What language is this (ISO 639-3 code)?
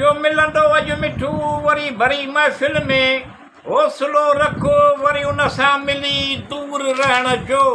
snd